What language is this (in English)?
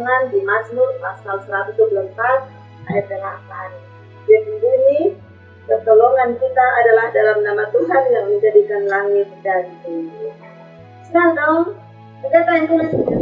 Kupang Malay